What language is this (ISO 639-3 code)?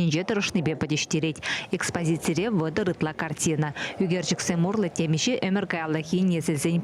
chv